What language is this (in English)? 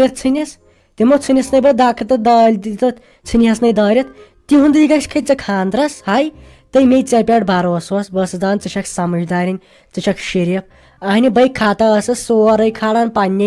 Kashmiri